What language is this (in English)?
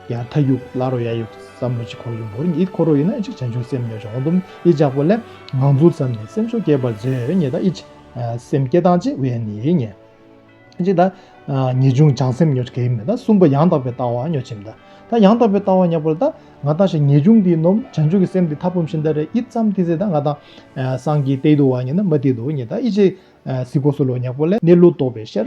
Tibetan